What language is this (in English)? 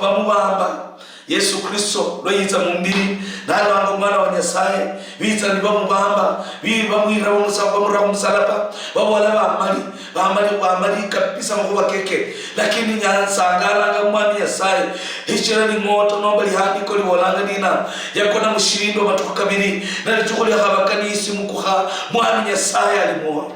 Luyia